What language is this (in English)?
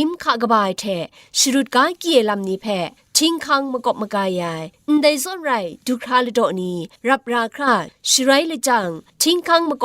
Kachin